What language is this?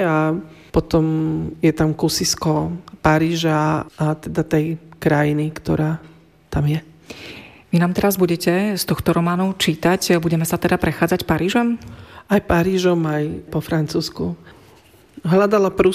Slovak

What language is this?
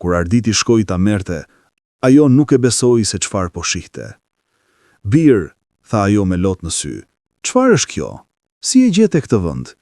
Albanian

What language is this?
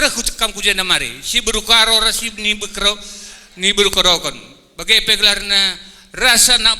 Batak Karo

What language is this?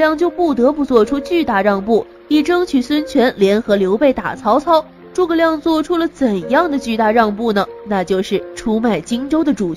Chinese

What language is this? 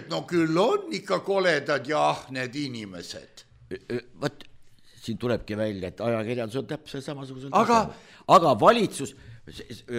Estonian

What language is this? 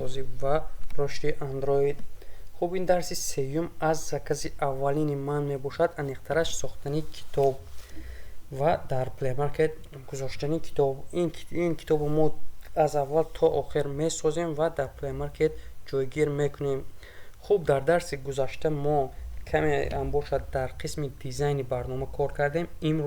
Tajik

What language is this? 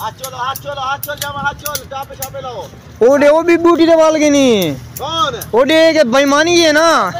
Saraiki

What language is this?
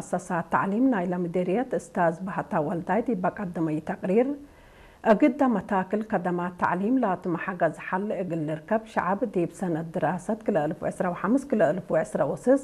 Tigre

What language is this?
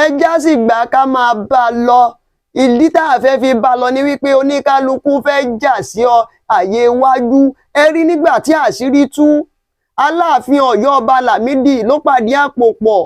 Yoruba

